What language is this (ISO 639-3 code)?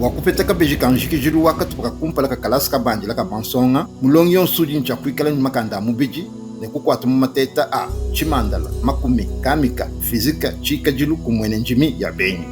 lua